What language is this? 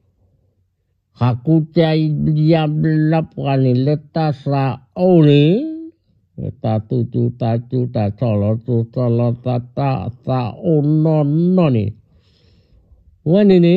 S'gaw Karen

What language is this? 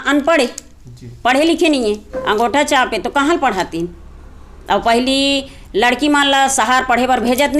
Chhattisgarhi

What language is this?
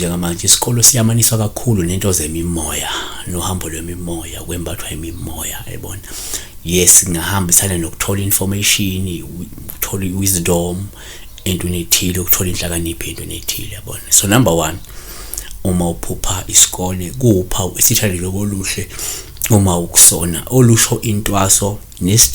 Zulu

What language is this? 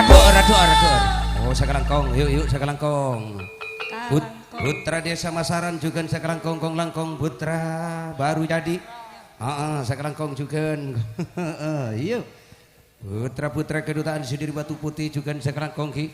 Madurese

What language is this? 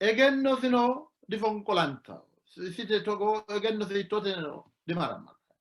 Sidamo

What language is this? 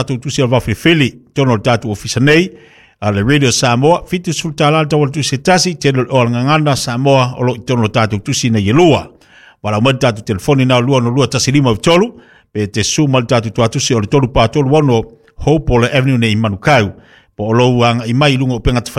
Samoan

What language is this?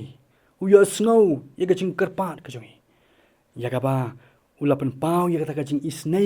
Khasi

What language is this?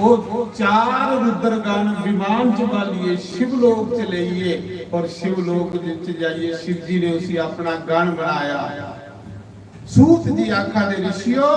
Dogri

